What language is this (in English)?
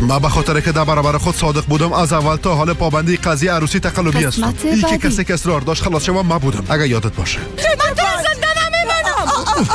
Persian